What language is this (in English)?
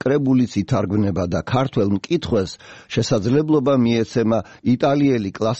Georgian